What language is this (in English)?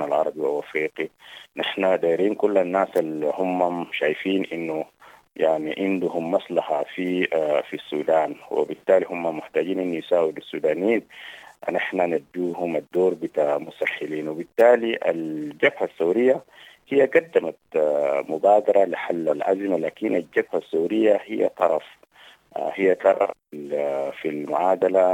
Sudanese Arabic